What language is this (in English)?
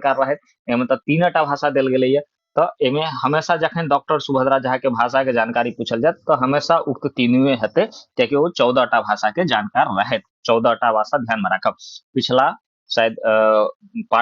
Maithili